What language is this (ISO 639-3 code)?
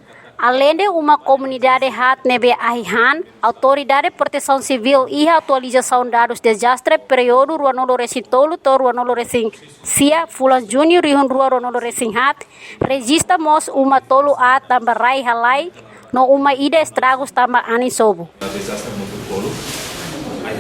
tet